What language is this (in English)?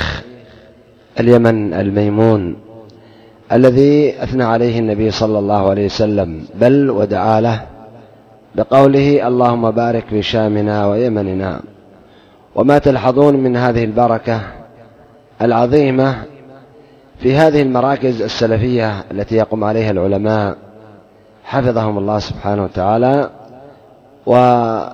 Arabic